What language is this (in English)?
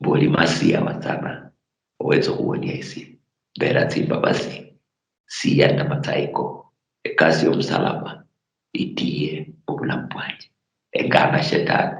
Luyia